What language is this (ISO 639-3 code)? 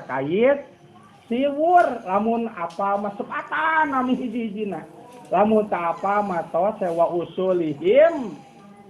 sun